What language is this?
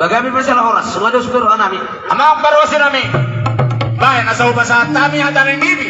Batak Toba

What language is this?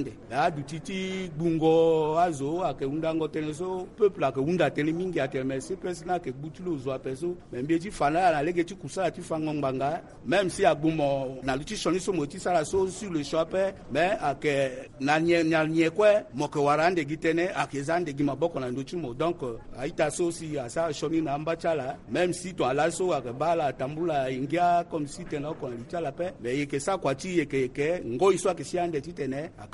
Sango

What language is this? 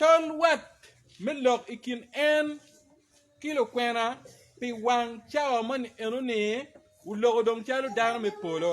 Acoli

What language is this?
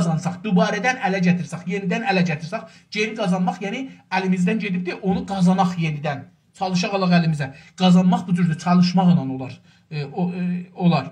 South Azerbaijani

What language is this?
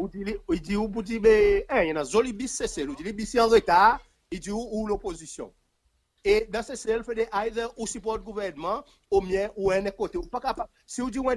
Seselwa Creole French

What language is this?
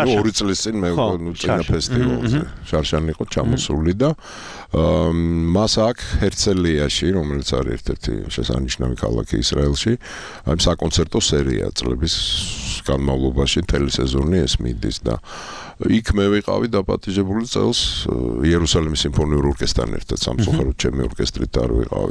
Georgian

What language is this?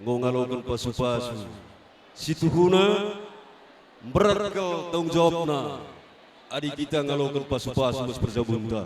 Batak Karo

